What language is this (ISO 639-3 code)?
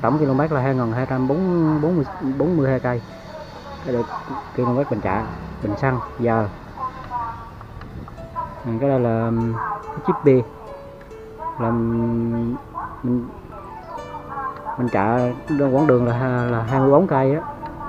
vie